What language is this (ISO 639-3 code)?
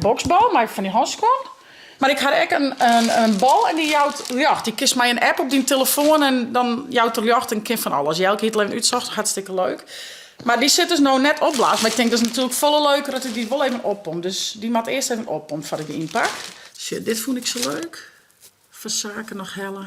fry